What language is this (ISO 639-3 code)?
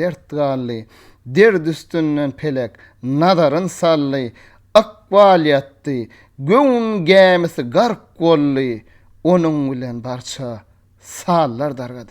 tuk